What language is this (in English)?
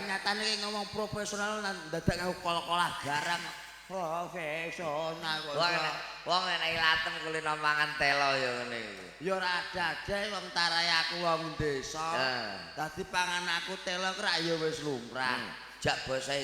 Javanese